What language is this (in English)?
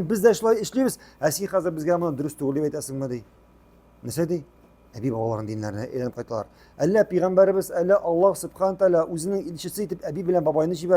Tatar